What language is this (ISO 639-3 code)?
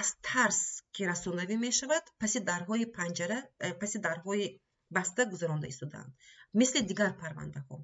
tgk